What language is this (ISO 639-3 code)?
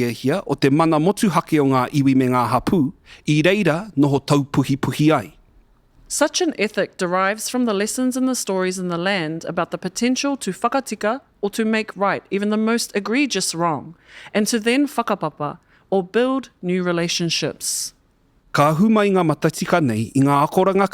mri